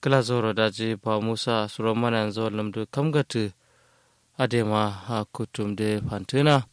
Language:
Kanuri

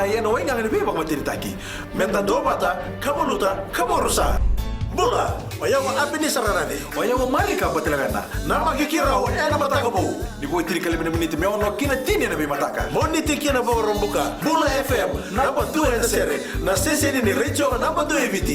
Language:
Fijian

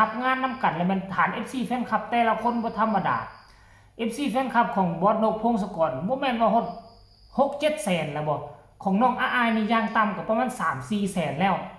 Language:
Northeastern Thai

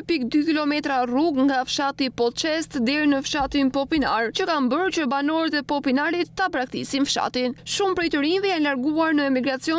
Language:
Albanian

